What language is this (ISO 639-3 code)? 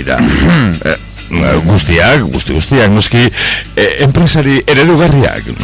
eus